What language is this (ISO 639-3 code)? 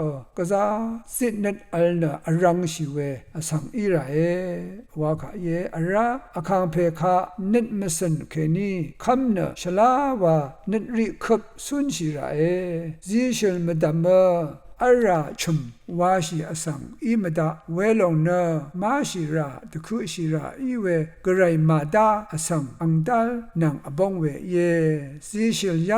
raw